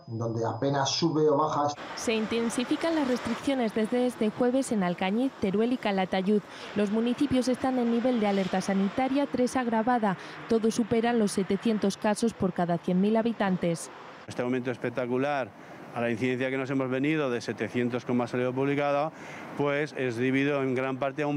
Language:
Spanish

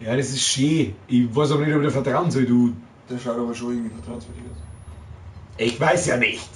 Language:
Bavarian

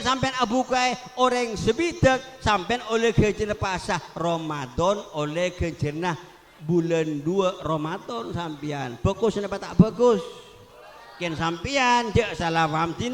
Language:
Madurese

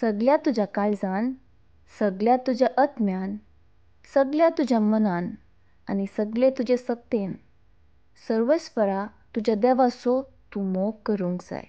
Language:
Konkani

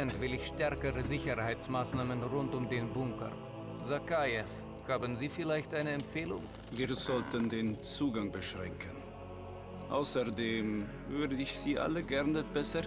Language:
Bavarian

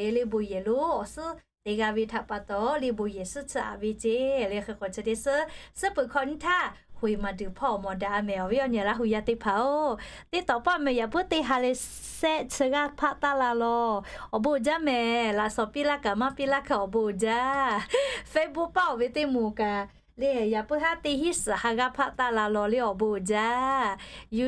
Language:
Lahu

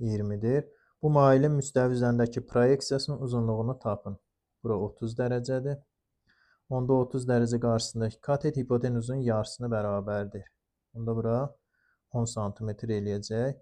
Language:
Azerbaijani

